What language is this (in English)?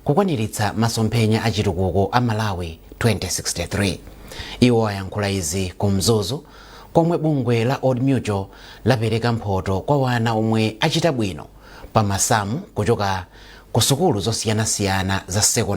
Nyanja